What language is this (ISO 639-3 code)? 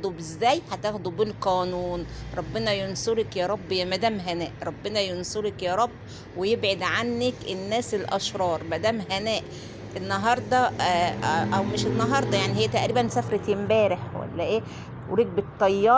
arz